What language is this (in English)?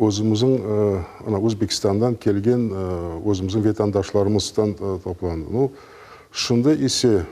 Crimean Tatar